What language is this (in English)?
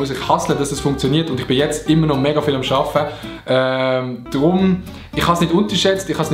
Swiss German